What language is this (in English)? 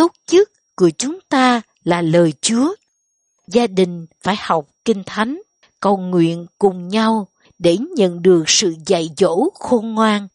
Vietnamese